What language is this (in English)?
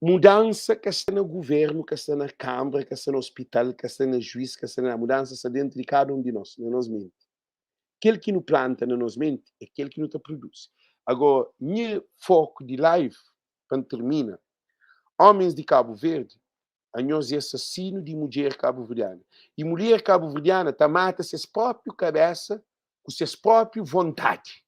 Kabuverdianu